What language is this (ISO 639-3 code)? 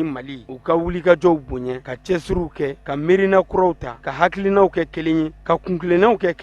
bam